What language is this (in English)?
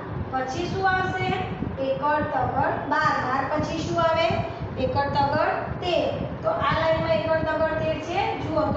Gujarati